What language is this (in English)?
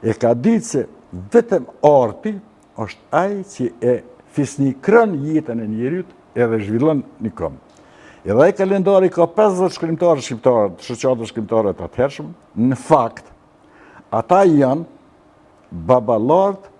Albanian